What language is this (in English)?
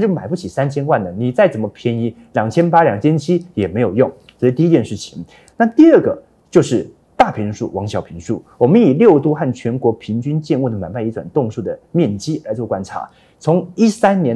Chinese